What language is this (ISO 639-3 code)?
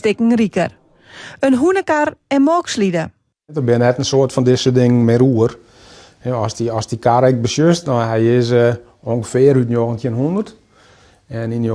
fry